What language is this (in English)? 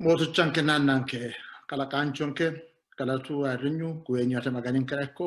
Sidamo